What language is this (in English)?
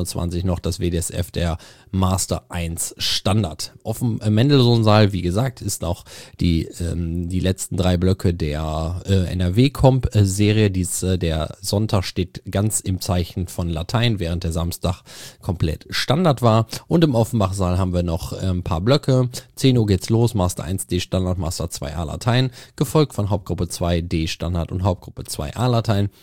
German